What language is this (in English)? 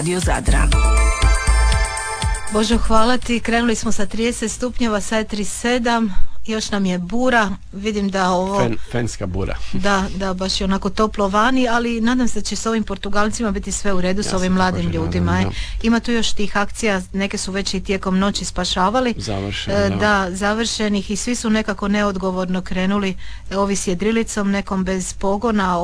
Croatian